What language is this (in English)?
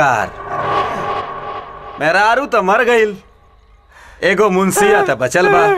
Bhojpuri